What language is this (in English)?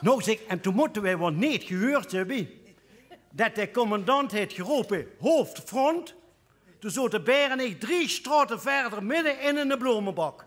Limburgish